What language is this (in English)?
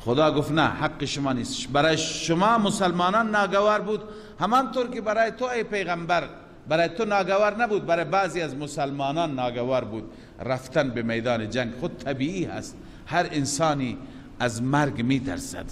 Persian